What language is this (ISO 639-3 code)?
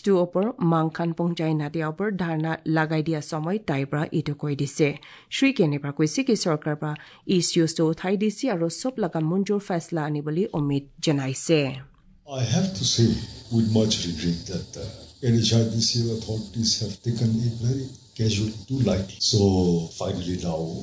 asm